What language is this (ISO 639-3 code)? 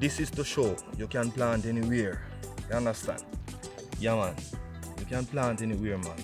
jam